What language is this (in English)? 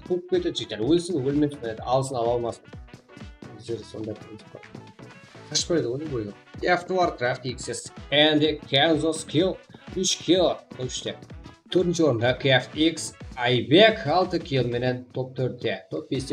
Kara-Kalpak